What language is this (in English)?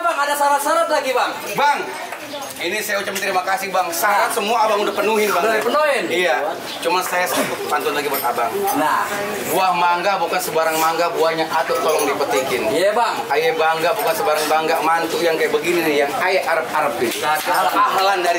Betawi